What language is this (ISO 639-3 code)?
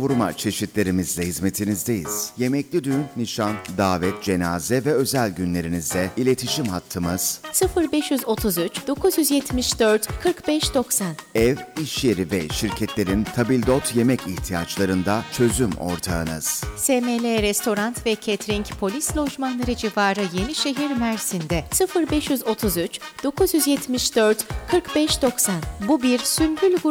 tur